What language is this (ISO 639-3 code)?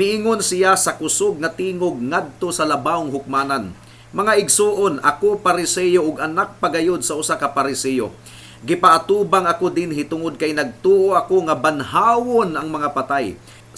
ceb